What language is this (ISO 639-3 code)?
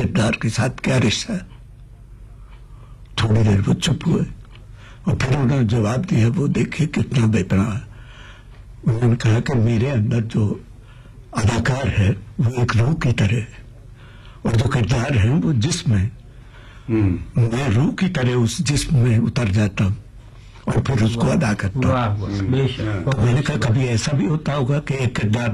urd